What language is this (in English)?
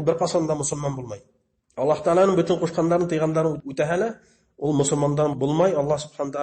Bashkir